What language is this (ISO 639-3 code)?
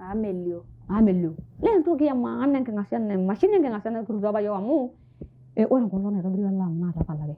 mas